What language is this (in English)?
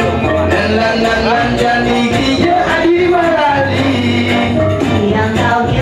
Balinese